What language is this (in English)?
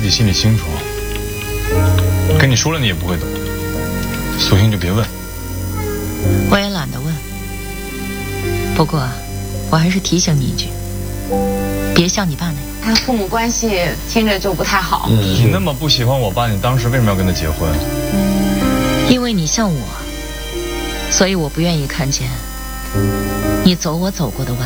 Chinese